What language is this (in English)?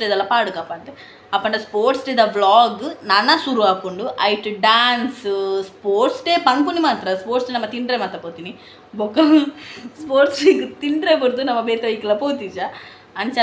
Tulu